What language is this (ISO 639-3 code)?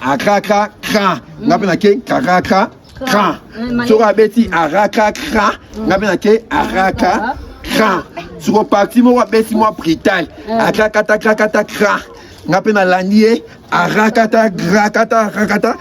lin